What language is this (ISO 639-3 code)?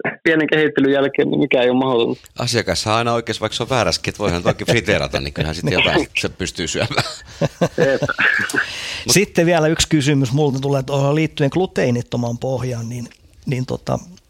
fin